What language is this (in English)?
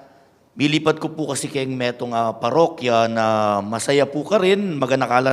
Pampanga